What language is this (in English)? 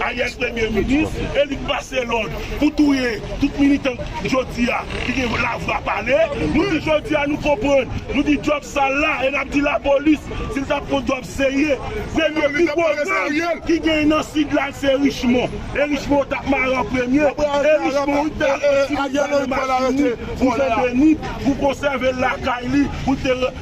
Haitian Creole